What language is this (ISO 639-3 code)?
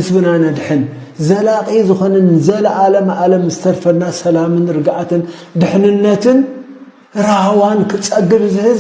tir